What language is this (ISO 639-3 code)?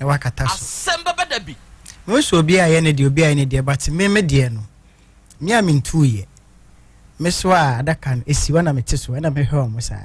aka